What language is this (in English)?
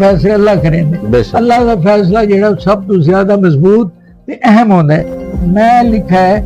Saraiki